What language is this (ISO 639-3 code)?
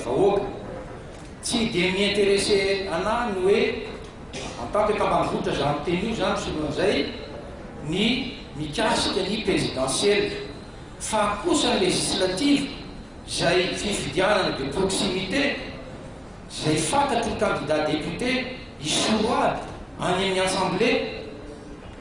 mlg